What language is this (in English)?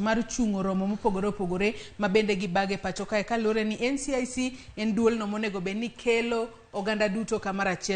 Luo (Kenya and Tanzania)